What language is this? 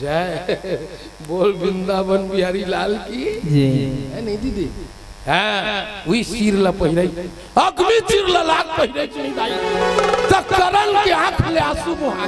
Chhattisgarhi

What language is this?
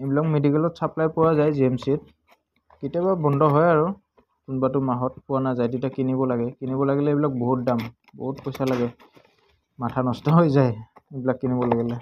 Assamese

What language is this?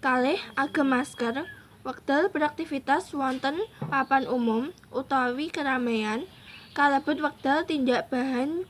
Javanese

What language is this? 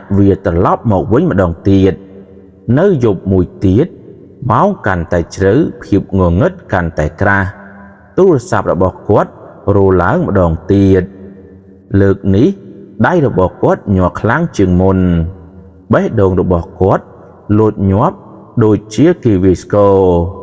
Khmer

